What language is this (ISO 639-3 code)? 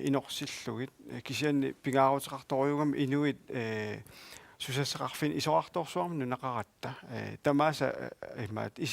kal